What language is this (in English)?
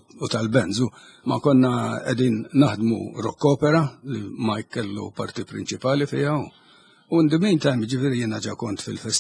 Maltese